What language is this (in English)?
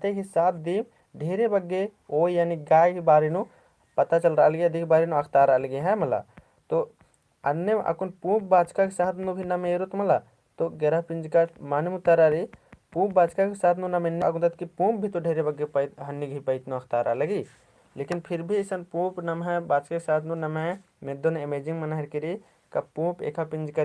Kurukh